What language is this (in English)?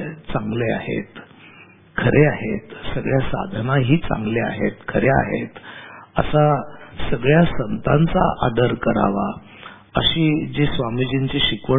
Marathi